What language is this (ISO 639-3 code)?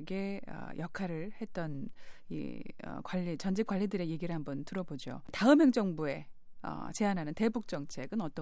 kor